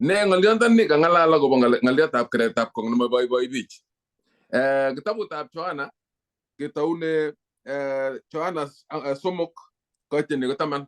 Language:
Kalenjin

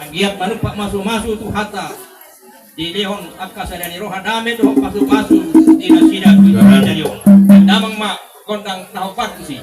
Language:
Batak Toba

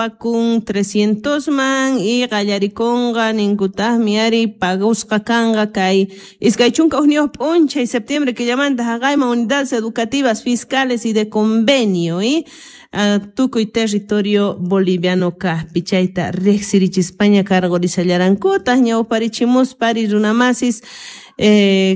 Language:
South Bolivian Quechua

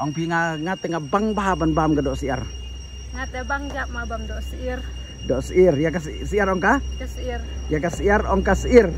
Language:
Khasi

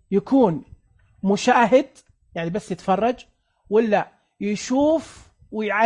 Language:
Najdi Arabic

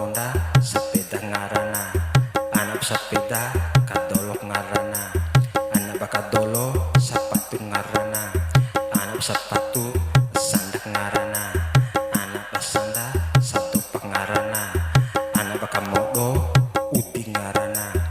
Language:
Bima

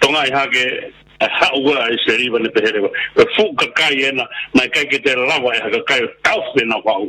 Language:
Tongan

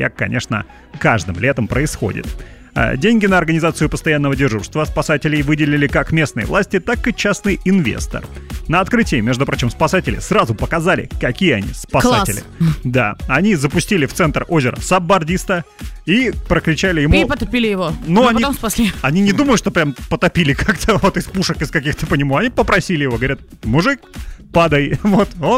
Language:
Russian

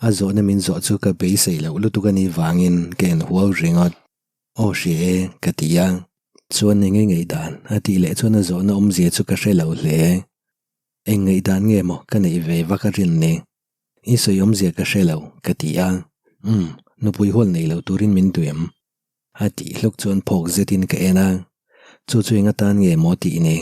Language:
Mizo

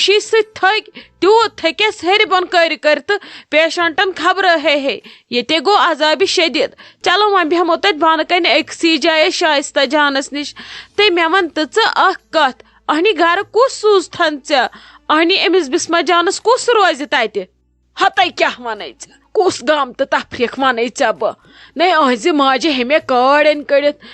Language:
Kashmiri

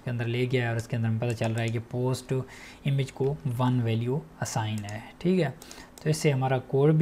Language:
Hindi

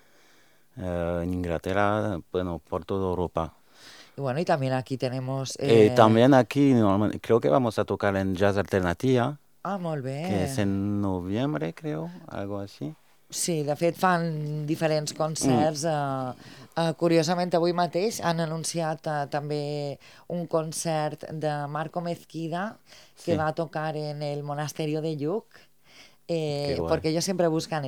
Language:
Spanish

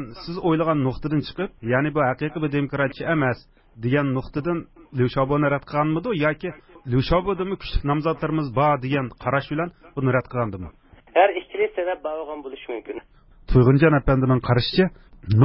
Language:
Uyghur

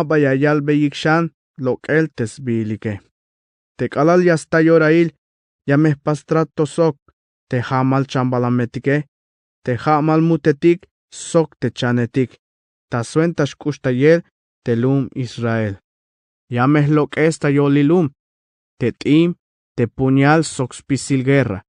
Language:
Tzeltal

